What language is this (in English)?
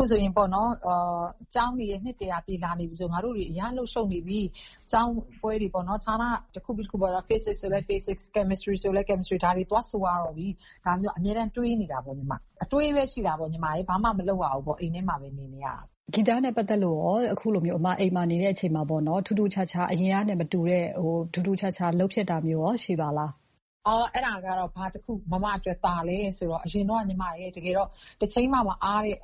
Burmese